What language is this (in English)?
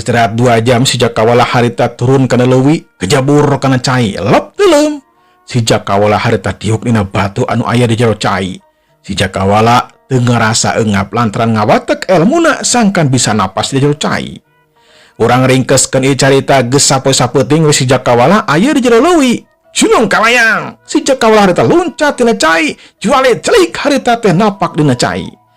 Sundanese